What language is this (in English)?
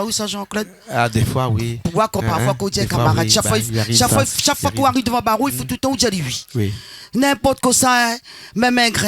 Réunion Creole French